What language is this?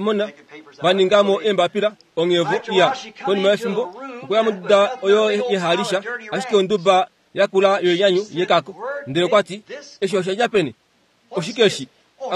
Kuanyama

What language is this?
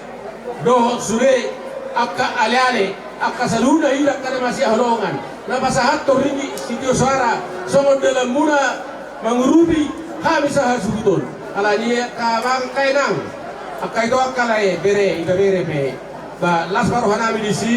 Batak Toba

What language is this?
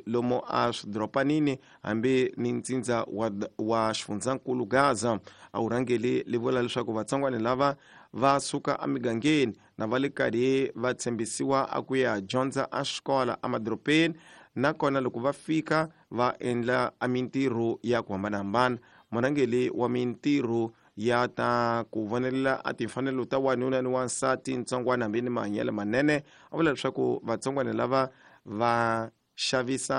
Tsonga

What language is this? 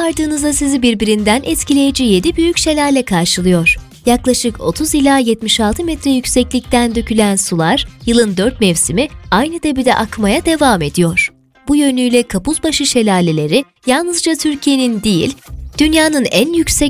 Turkish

